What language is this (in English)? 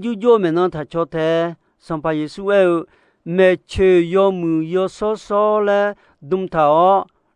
Akha